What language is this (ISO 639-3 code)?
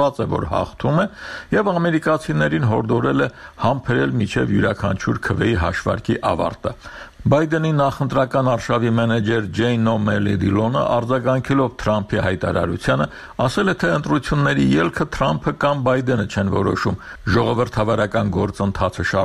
hye